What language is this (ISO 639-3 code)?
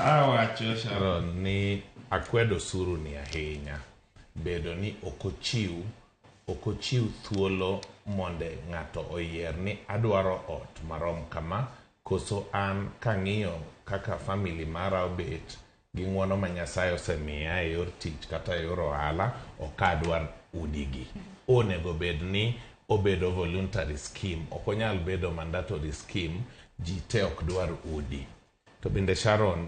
luo